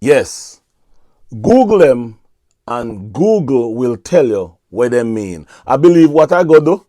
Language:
Jamaican Creole English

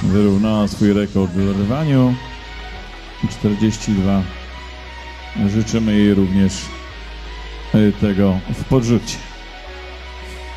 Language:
Polish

